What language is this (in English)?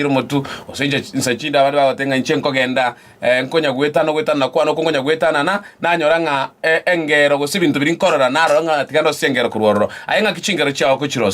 Gusii